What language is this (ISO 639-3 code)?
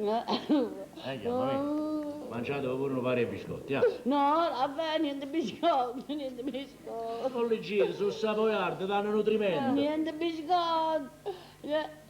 nap